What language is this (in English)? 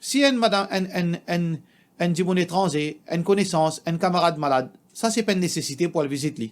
Morisyen